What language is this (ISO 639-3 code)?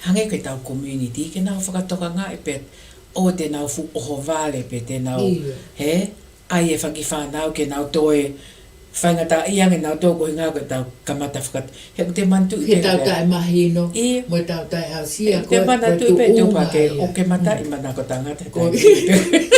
ton